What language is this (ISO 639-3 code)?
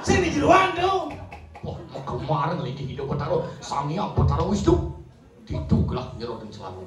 ban